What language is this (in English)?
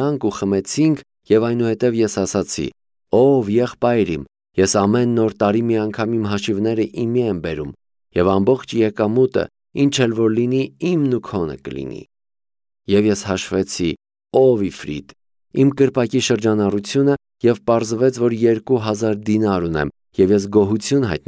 Armenian